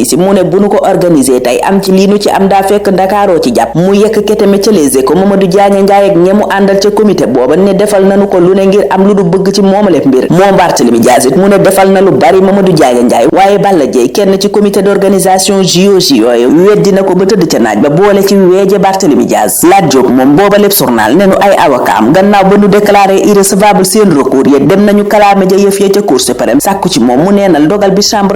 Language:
Wolof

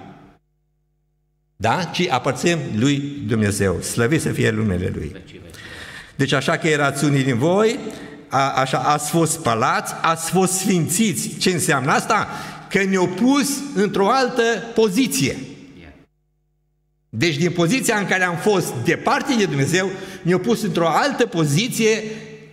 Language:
Romanian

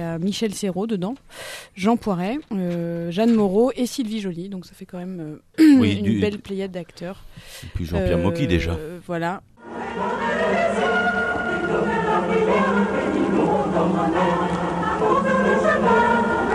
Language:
French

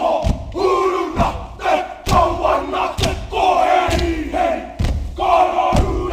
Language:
Māori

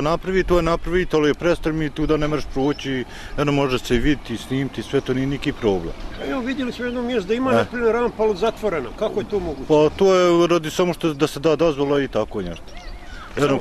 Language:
Bosnian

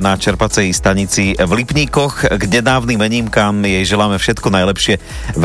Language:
Slovak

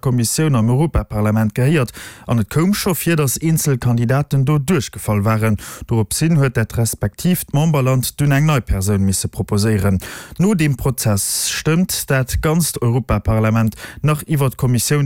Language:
Luxembourgish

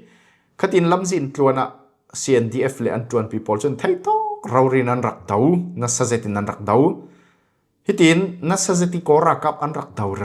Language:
Falam Chin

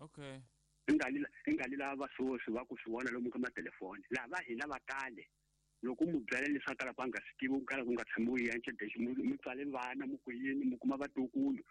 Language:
Tsonga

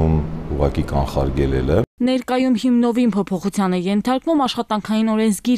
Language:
Armenian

